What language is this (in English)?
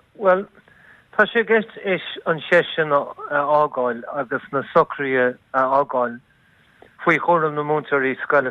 Irish